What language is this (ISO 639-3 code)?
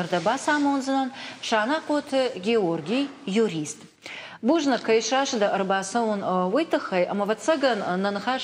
oss